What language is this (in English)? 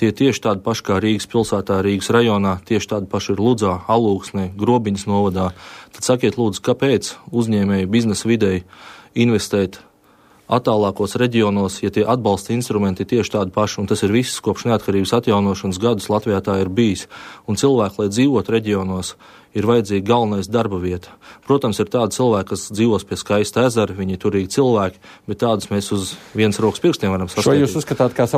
Latvian